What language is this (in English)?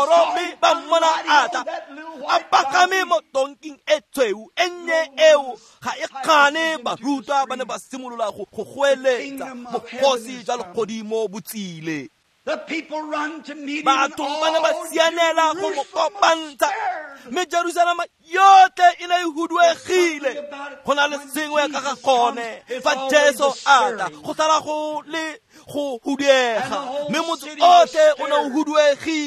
Tswana